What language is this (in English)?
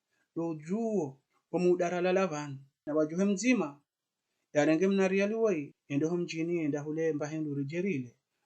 Ngazidja Comorian